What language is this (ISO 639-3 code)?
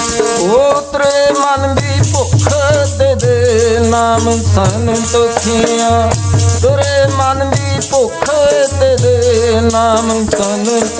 pan